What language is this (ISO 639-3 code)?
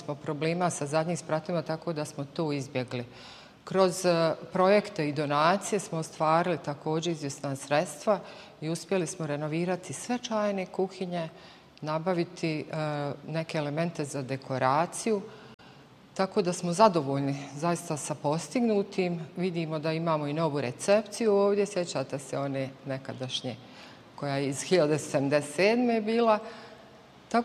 bos